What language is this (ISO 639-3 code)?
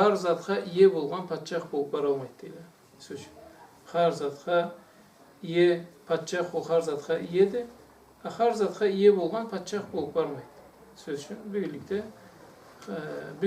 krc